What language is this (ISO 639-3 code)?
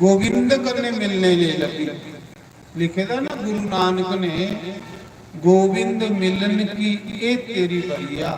doi